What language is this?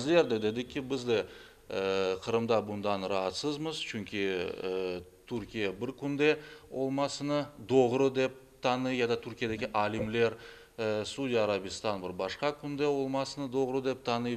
Crimean Tatar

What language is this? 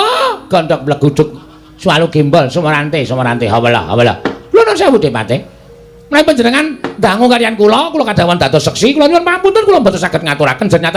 Javanese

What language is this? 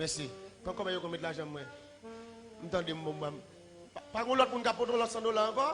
Haitian Creole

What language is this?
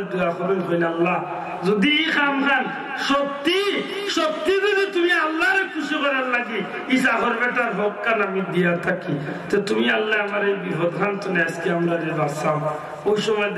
Sylheti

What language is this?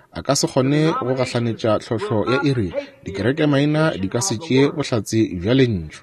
Northern Sotho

